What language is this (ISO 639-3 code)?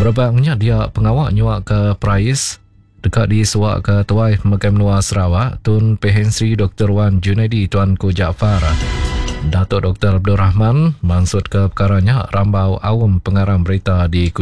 iba